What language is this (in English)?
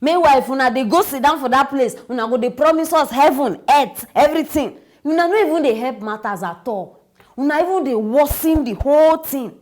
Nigerian Pidgin